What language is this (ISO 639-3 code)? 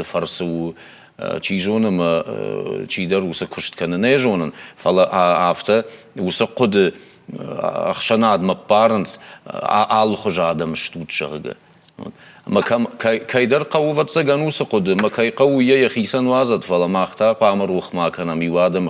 oss